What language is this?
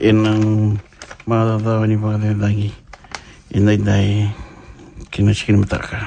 Fijian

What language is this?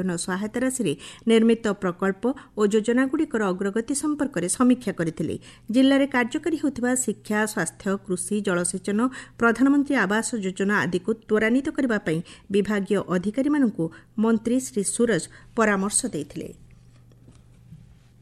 Odia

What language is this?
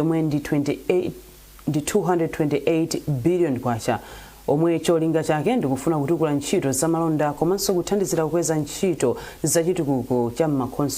Nyanja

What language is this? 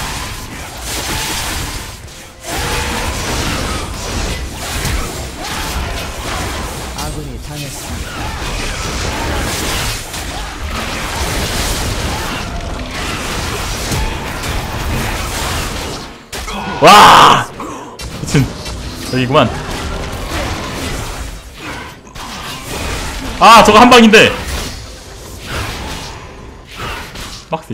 Korean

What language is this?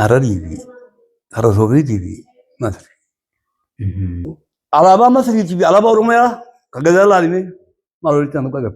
Oromo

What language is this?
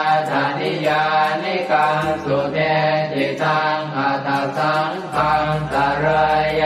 Pali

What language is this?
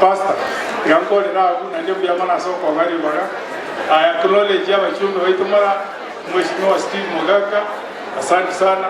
Gusii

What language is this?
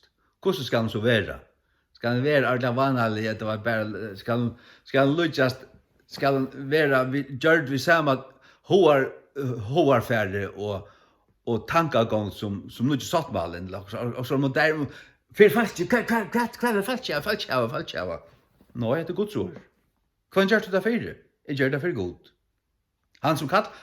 Faroese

